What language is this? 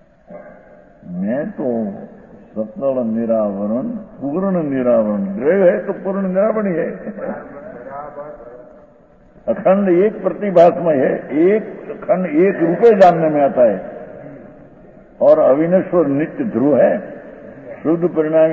Hindi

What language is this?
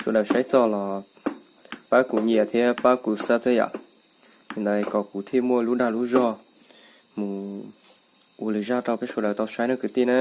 Hmong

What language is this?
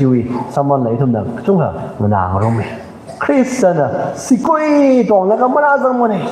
Tangkhul Naga (India)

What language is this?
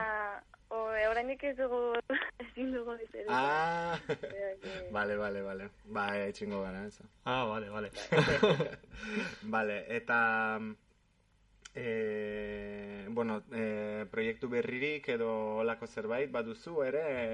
Basque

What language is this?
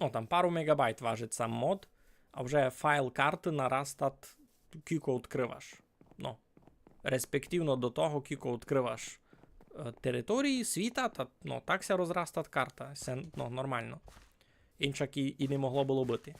Rusyn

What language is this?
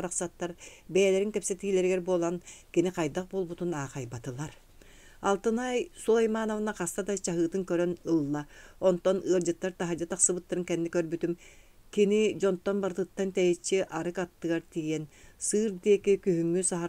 Yakut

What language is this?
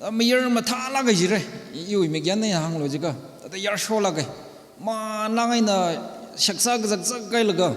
Tangkhul Naga (India)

